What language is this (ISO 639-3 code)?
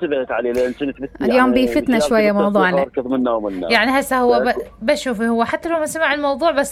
acm